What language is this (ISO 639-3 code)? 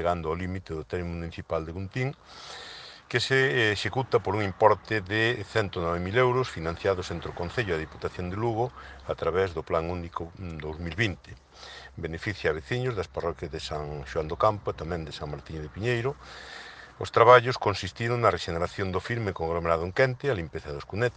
glg